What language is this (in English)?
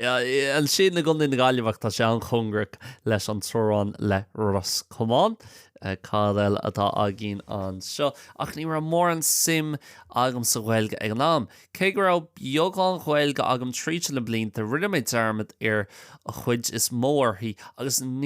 Irish